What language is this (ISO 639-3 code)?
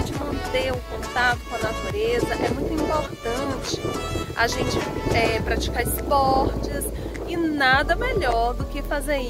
por